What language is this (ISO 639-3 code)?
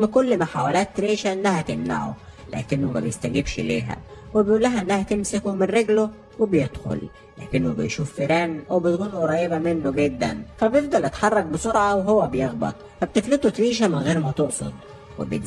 arz